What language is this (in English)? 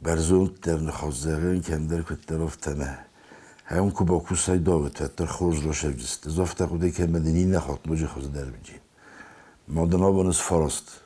Ossetic